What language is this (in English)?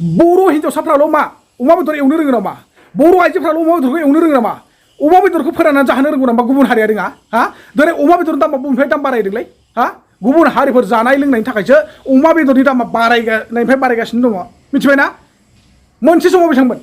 Bodo